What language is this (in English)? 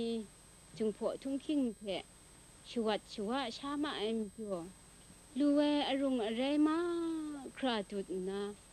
Kachin